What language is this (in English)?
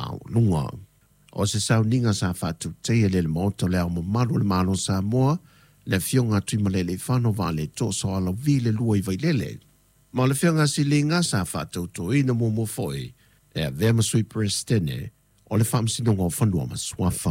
Samoan